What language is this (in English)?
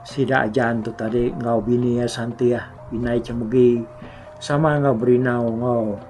Iban